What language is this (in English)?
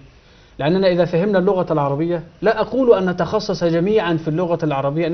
Arabic